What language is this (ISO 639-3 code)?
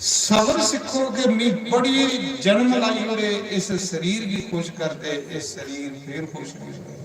doi